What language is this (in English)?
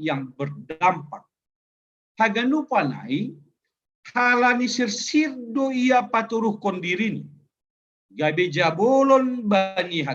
Batak Simalungun